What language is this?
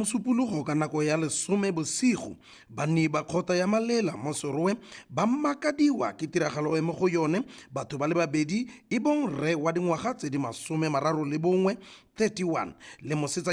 Tswana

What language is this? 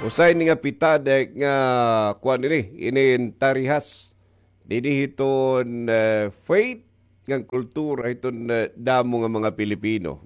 Waray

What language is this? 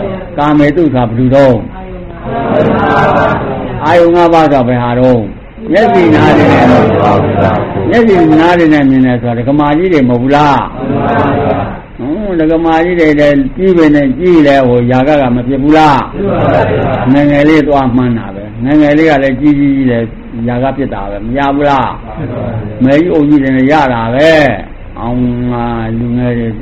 Burmese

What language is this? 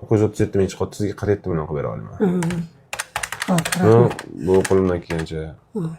Uzbek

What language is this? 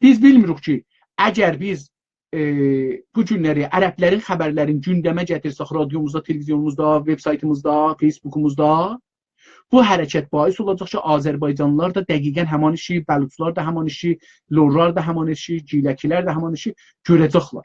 South Azerbaijani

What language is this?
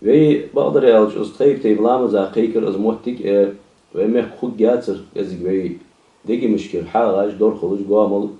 Ingush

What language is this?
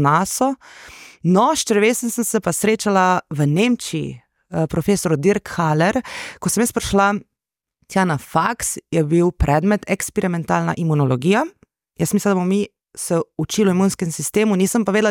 Slovenian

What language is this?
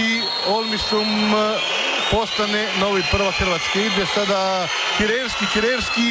Croatian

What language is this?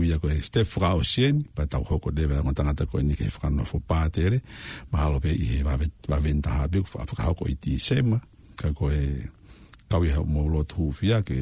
Tongan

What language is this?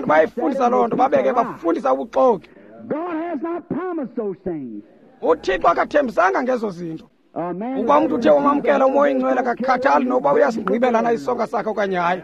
Xhosa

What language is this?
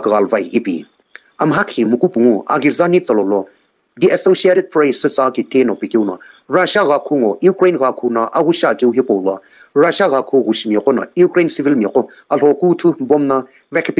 Sumi Naga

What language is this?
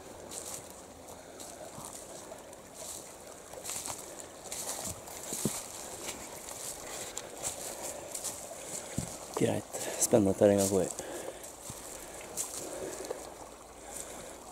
Norwegian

